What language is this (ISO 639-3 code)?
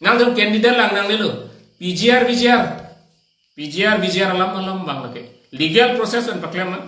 mjw